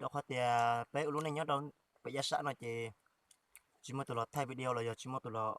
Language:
Hmong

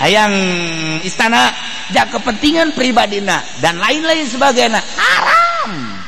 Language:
Sundanese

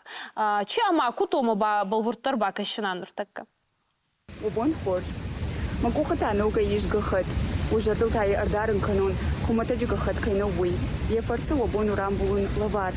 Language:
Ossetic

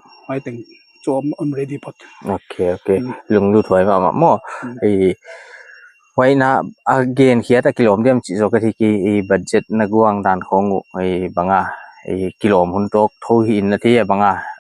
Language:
Paite Chin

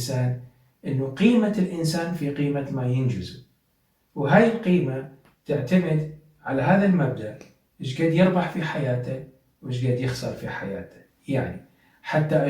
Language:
Mesopotamian Arabic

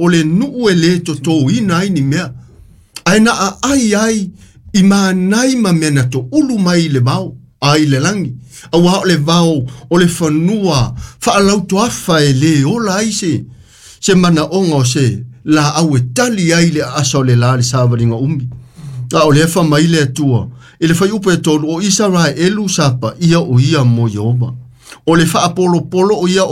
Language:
Samoan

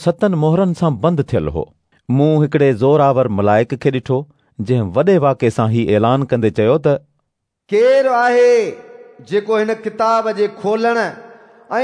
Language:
Sindhi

